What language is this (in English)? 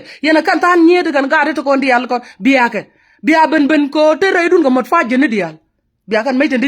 Nuer